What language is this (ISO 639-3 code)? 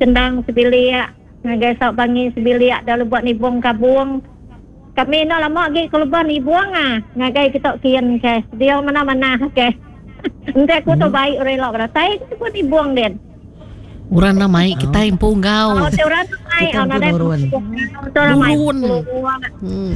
iba